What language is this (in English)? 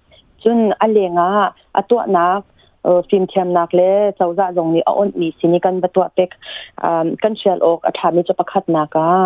Hakha Chin